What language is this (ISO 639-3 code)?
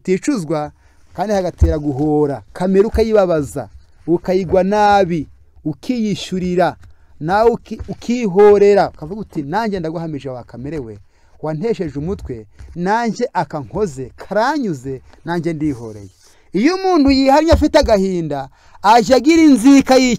kin